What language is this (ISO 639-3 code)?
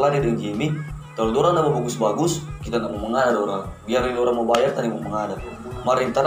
xmm